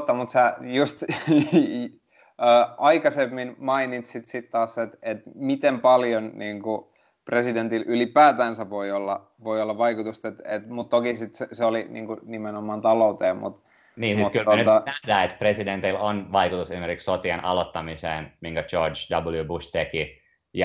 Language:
Finnish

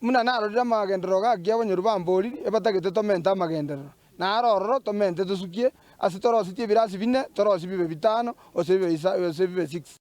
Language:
Gusii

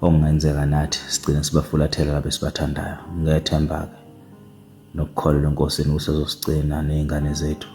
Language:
Zulu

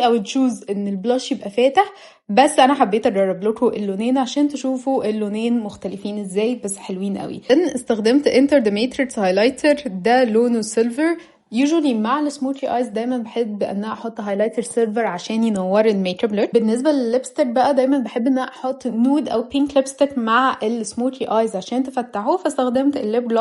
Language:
Egyptian Arabic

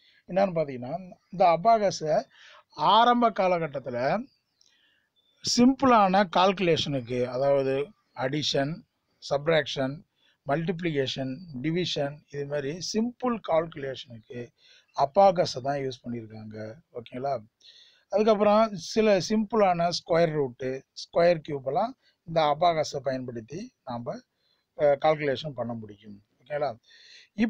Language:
Tamil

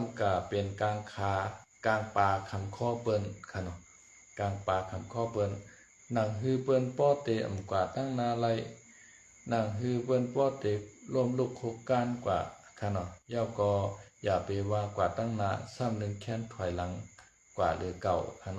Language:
Shan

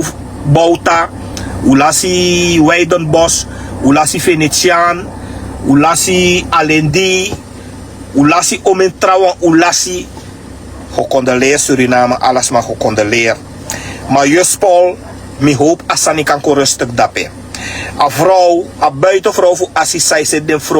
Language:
Sranan Tongo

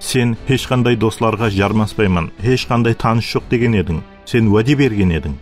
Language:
Kara-Kalpak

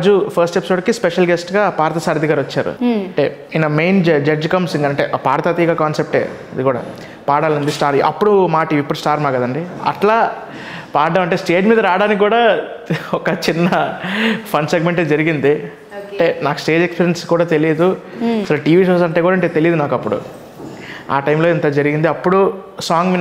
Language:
Telugu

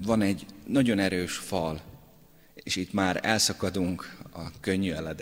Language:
Hungarian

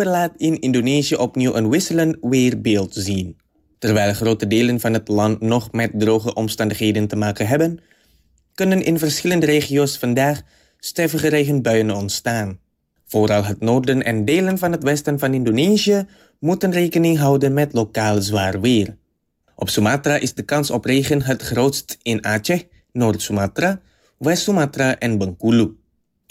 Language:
Dutch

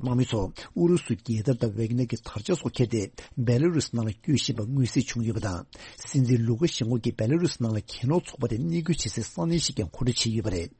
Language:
Tibetan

